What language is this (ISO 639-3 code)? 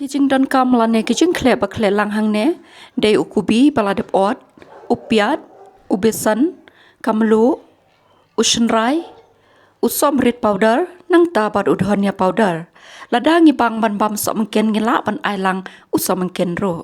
kha